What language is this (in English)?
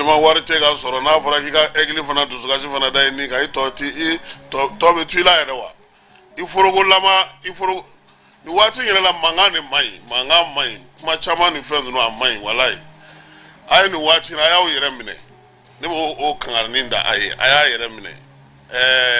Bambara